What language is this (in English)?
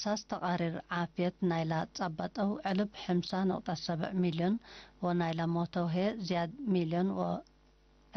Tigre